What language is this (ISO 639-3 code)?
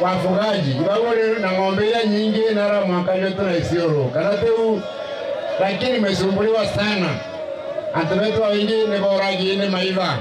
mer